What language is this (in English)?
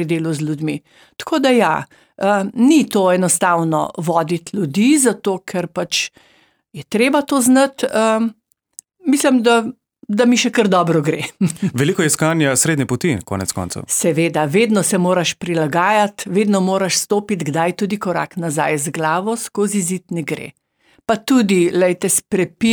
Slovenian